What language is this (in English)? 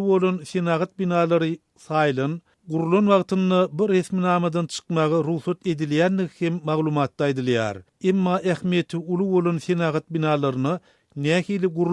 Turkmen